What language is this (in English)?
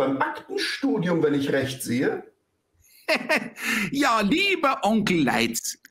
German